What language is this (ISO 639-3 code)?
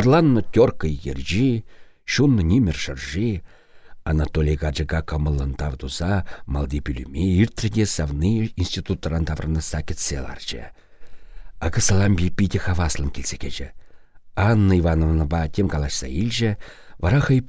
chv